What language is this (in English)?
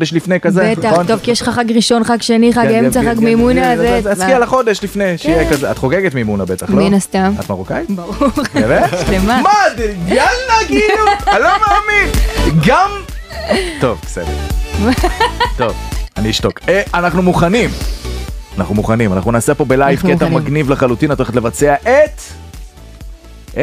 Hebrew